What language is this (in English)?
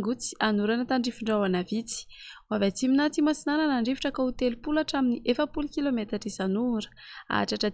Malagasy